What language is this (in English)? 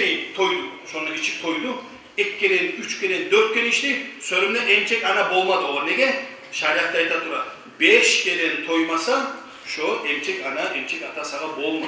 Kumyk